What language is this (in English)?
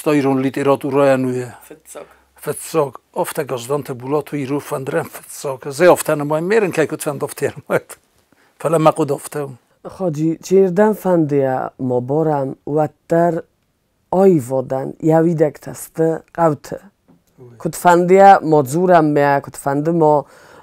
Ossetic